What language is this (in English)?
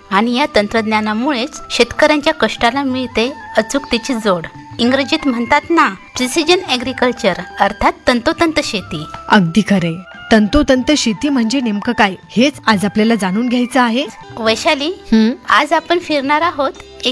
Marathi